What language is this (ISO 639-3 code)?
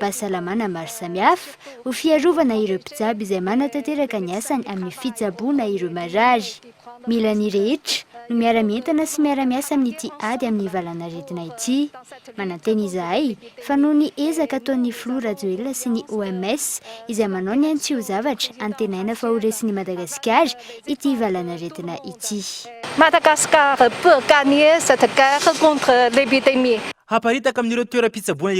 mlg